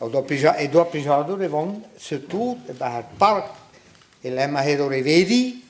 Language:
Breton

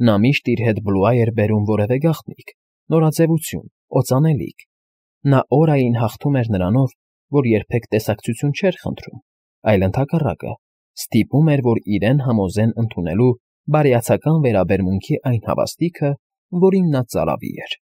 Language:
Armenian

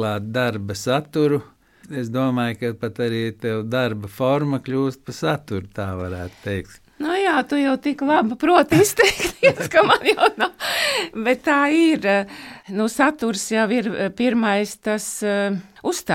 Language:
Latvian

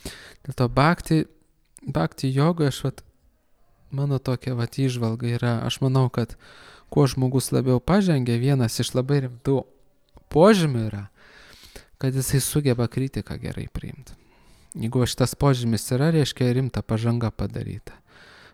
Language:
Lithuanian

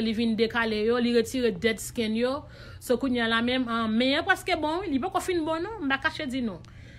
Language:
Haitian Creole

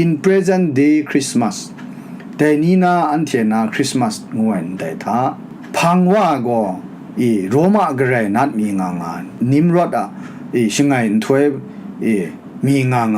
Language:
Kachin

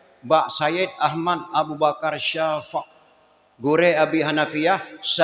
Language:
Achinese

